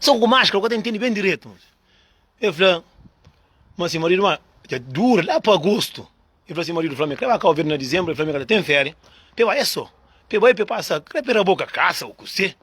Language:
Kabuverdianu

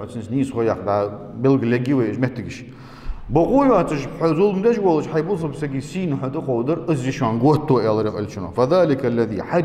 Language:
Ingush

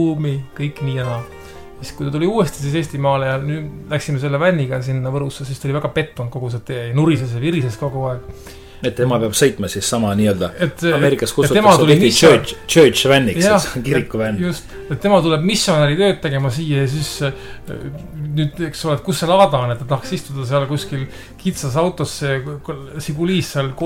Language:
Estonian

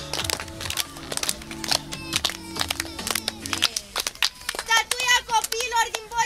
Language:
Romanian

